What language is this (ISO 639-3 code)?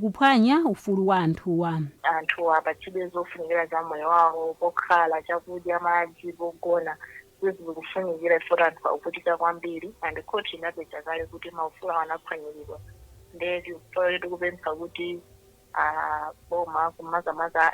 nya